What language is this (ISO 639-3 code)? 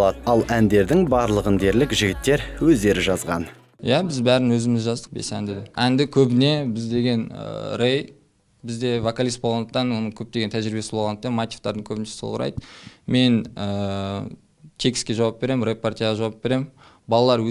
kir